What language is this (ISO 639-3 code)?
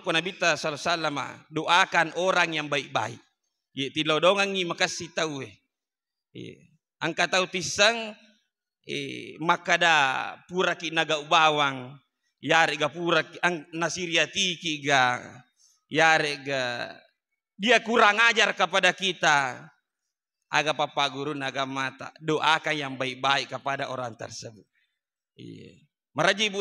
bug